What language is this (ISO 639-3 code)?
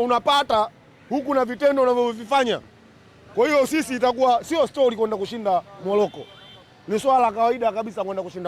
swa